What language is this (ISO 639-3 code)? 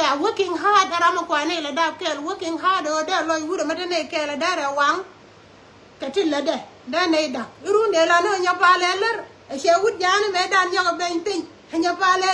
nus